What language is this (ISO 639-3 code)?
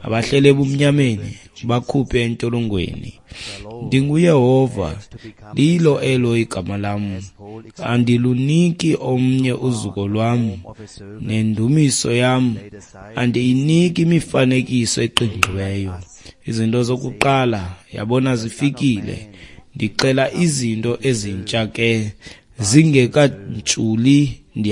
xho